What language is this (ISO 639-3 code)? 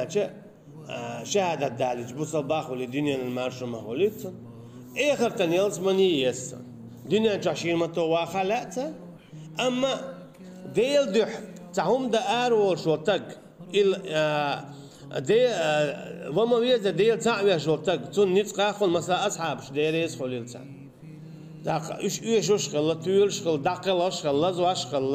che